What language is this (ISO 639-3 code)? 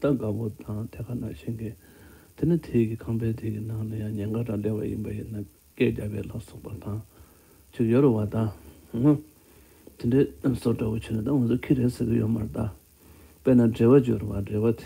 bod